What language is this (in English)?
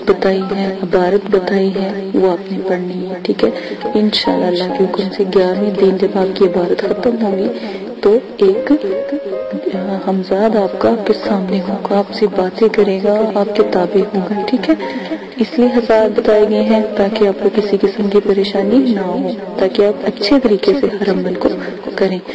Urdu